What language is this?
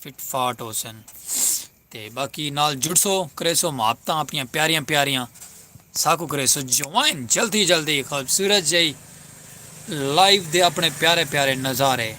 Saraiki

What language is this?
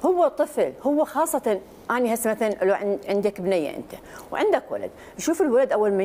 Mesopotamian Arabic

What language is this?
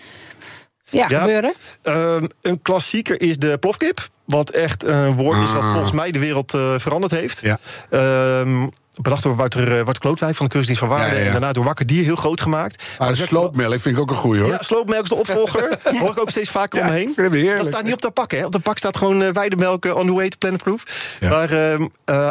Dutch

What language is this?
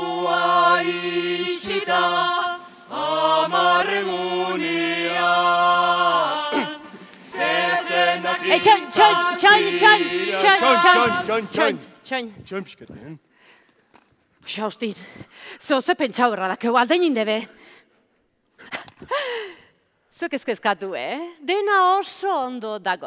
Basque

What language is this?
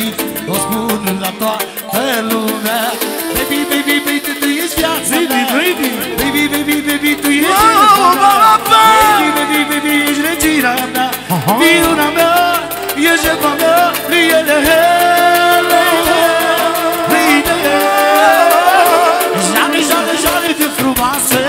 Romanian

